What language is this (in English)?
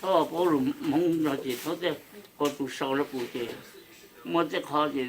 Hmong